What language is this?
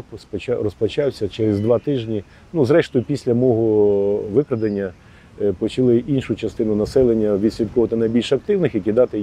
Ukrainian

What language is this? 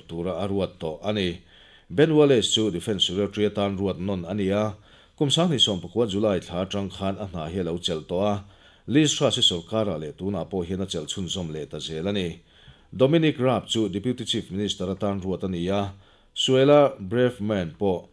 Mizo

